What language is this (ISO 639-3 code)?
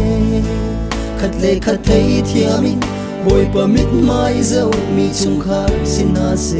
cnh